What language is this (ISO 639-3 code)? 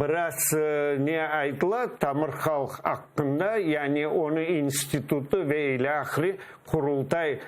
crh